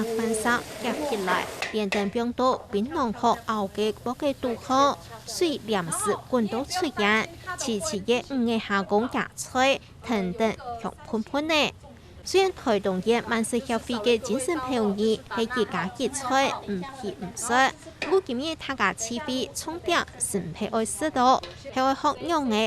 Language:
Hakka Chinese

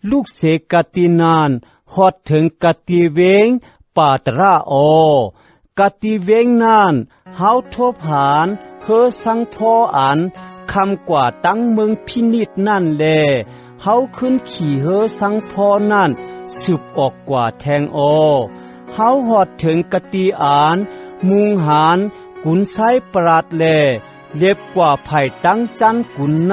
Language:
Shan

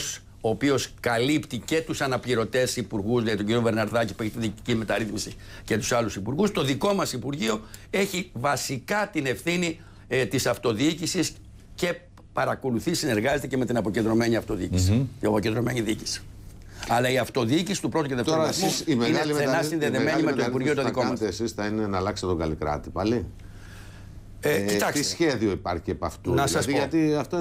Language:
Greek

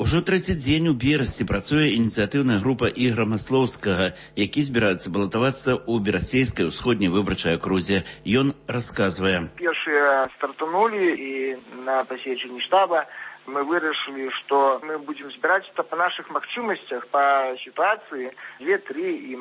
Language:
Belarusian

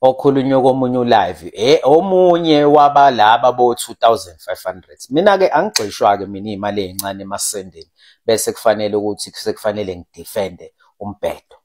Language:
Zulu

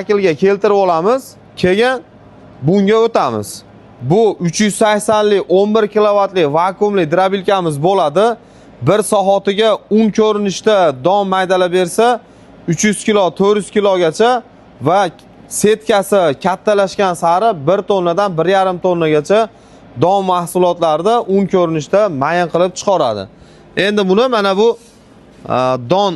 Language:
Uzbek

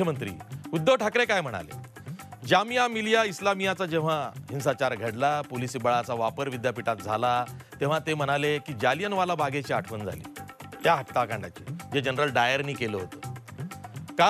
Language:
Marathi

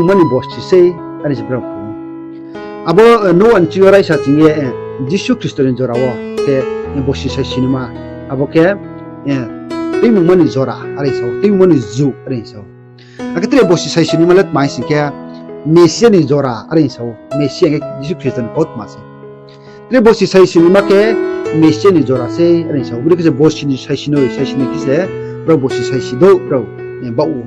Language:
Riang (India)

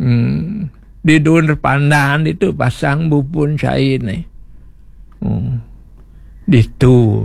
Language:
Balinese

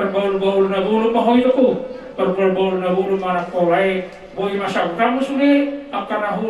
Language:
Batak Toba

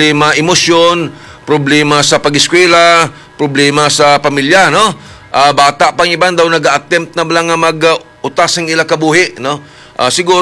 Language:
Hiligaynon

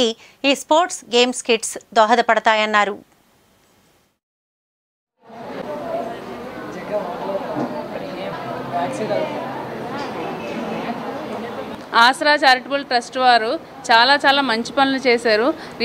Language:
Telugu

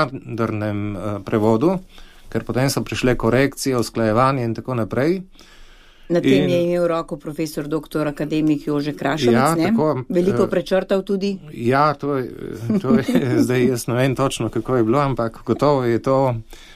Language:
Slovenian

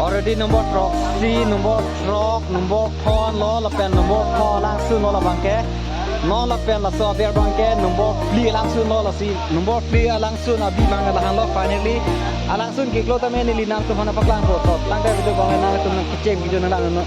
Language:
Karbi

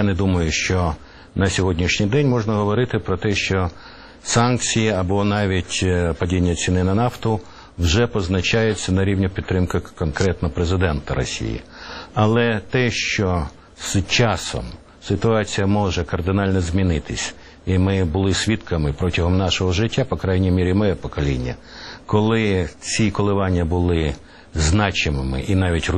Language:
Ukrainian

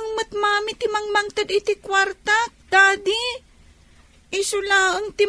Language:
Iloko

